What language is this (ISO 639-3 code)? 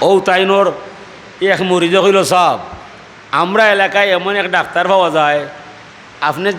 syl